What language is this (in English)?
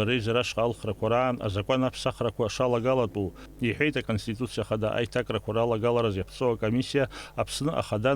Abkhazian